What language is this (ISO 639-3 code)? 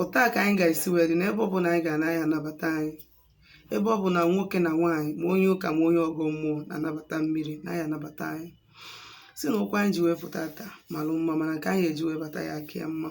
ibo